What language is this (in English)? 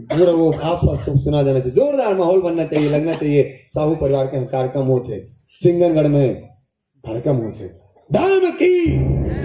Chhattisgarhi